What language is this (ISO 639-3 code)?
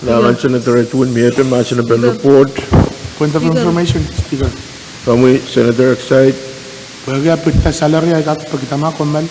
pon